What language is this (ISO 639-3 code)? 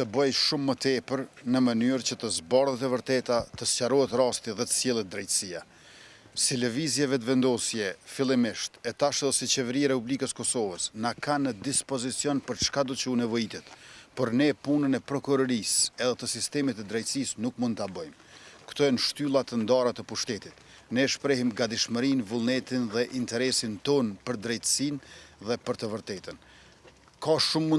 sqi